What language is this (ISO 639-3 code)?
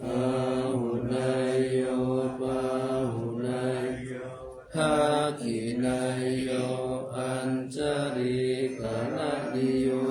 pli